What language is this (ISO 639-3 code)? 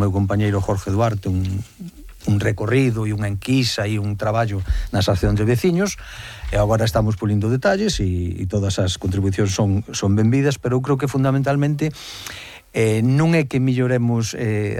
glg